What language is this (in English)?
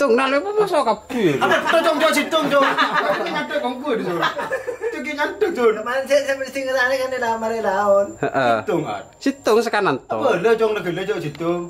Madurese